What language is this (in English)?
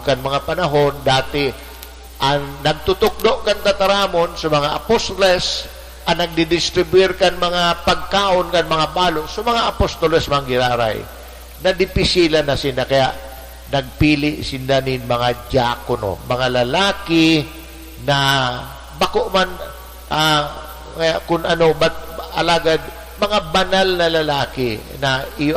Bikol